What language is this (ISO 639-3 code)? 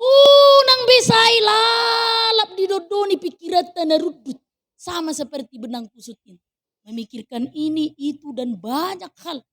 bbc